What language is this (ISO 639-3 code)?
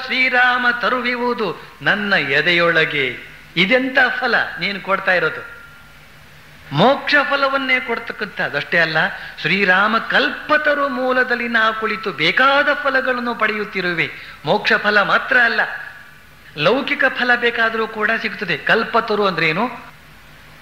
kan